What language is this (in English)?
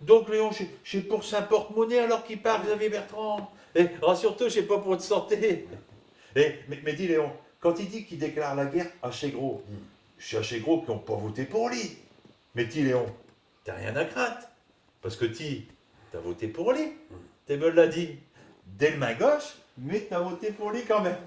Picard